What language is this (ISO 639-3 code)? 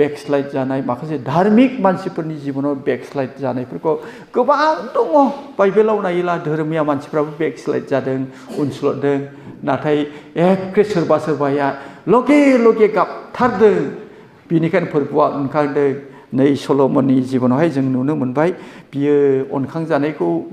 brx